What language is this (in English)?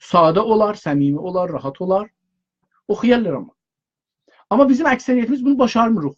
South Azerbaijani